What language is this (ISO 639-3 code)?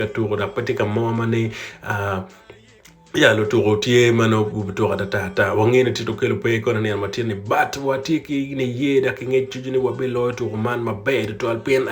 ach